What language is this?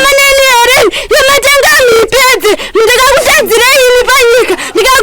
Shona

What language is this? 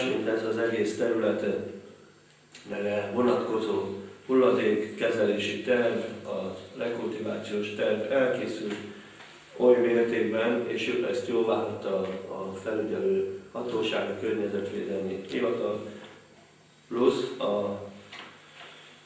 Hungarian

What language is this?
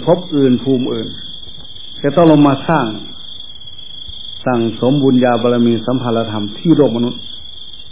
Thai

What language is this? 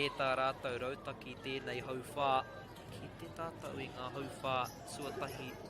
Māori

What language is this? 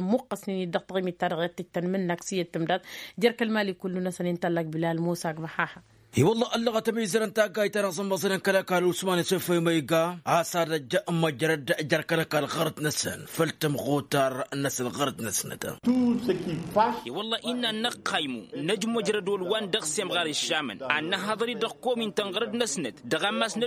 Tamasheq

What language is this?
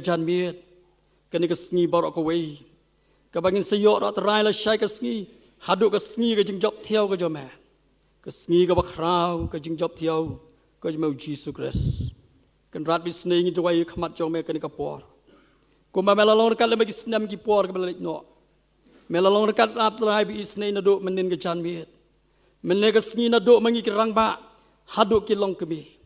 Khasi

